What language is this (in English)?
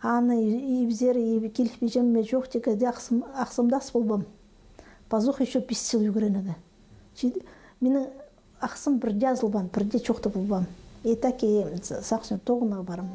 Khakas